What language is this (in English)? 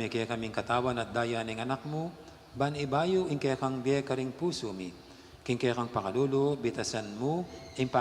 Pampanga